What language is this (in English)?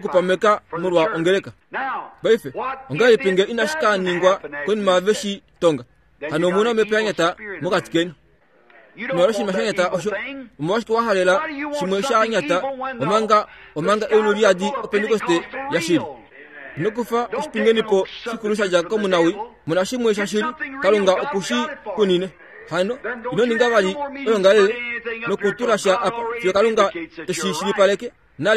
Kuanyama